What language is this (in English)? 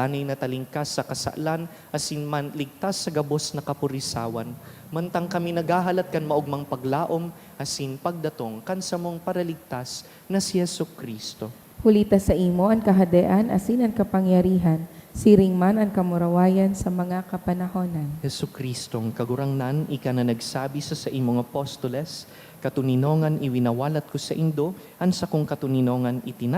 Bikol